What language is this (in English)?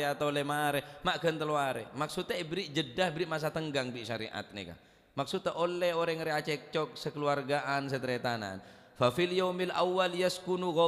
Madurese